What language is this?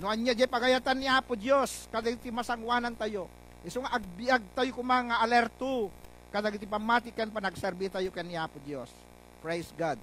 Iloko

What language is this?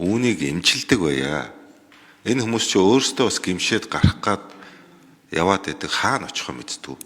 Mongolian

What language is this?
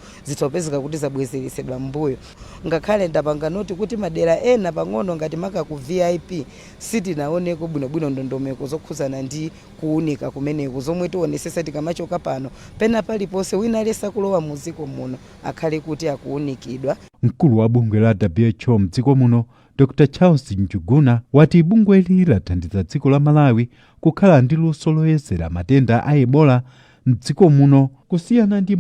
Nyanja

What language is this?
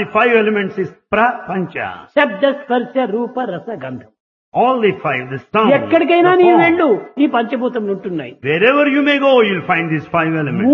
Telugu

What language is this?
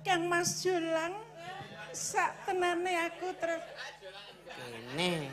Javanese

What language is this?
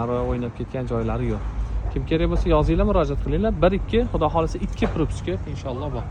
Uzbek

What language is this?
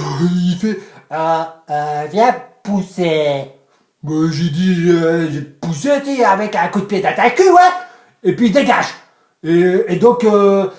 Picard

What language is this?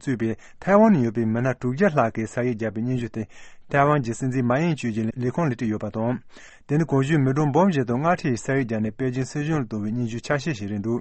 Tibetan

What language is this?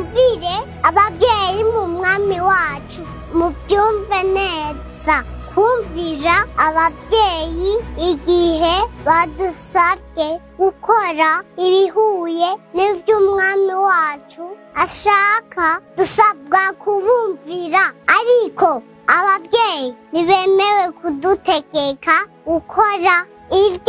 Rundi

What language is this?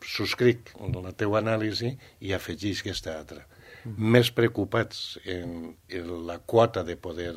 Catalan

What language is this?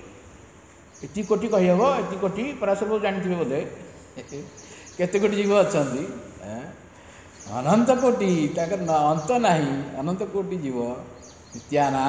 Odia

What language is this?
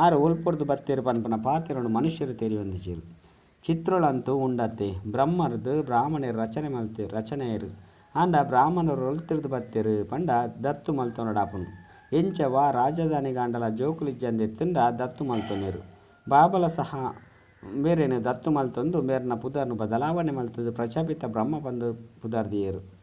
Tulu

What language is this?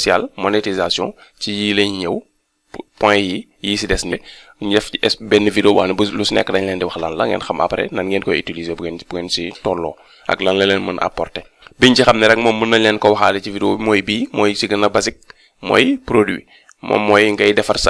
Wolof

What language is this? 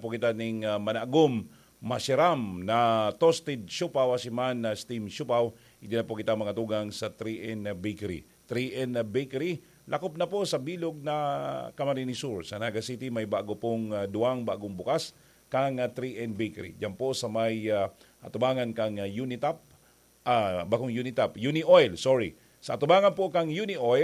Bikol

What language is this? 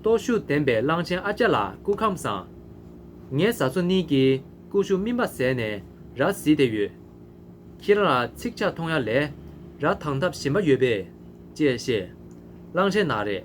Tibetan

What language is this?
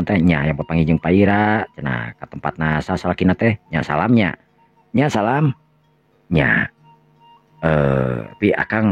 Sundanese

